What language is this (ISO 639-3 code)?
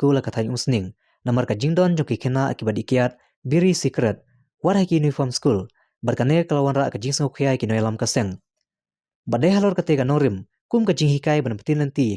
kha